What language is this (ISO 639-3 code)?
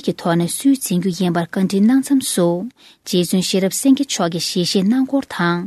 bod